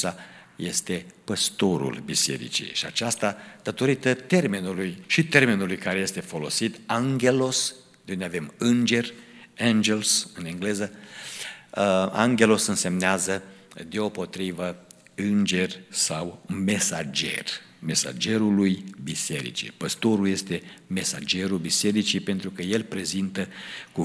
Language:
Romanian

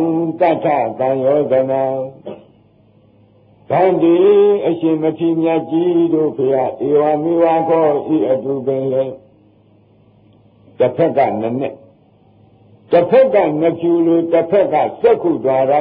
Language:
Burmese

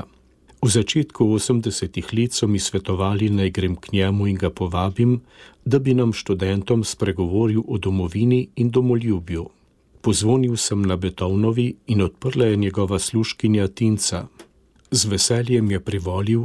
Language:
Slovenian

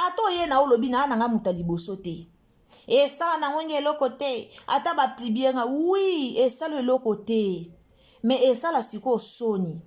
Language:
Lingala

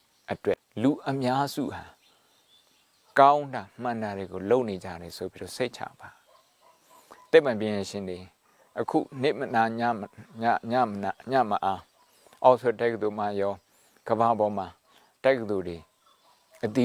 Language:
Burmese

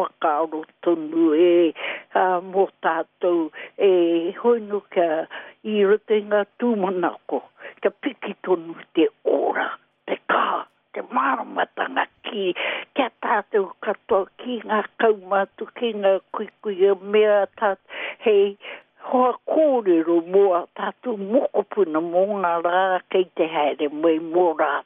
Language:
Māori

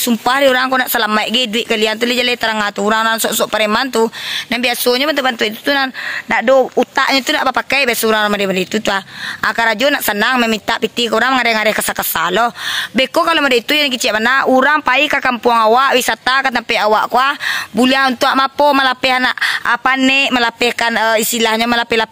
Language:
Minangkabau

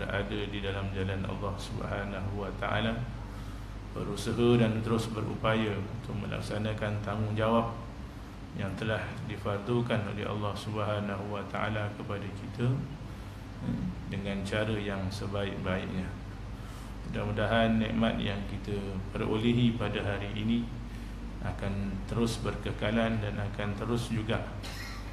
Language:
Malay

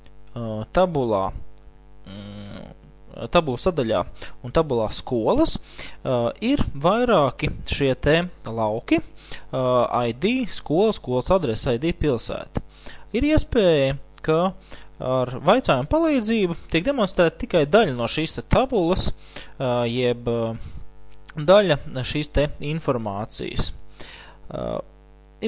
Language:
Latvian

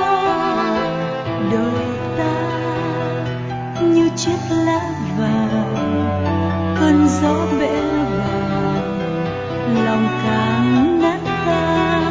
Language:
Vietnamese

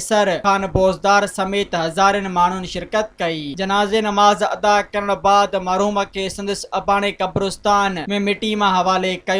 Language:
Sindhi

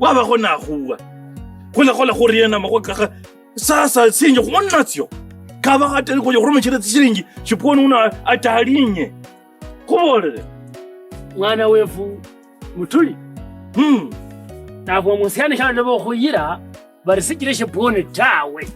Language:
Kabras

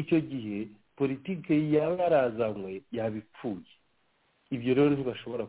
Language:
Kinyarwanda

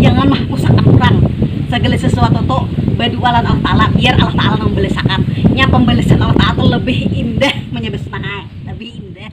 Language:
Banjar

